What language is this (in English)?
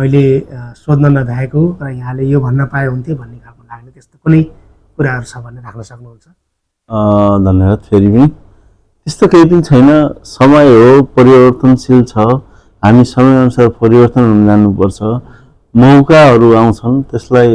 Nepali